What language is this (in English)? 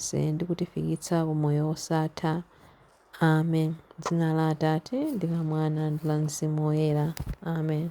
Nyanja